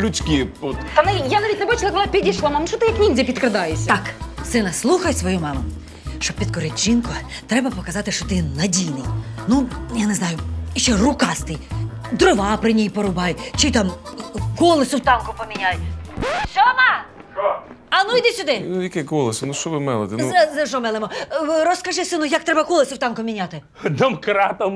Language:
Ukrainian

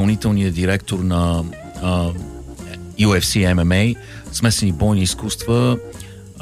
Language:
Bulgarian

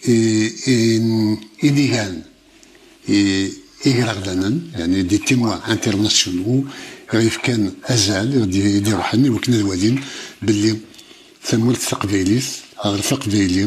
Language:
Kabyle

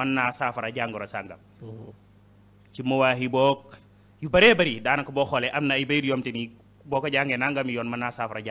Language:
Wolof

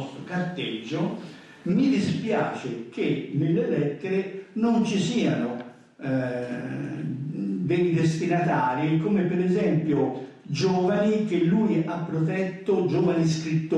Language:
Italian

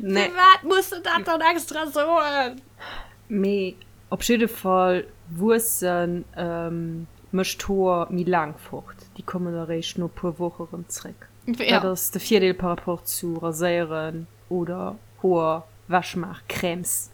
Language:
Luxembourgish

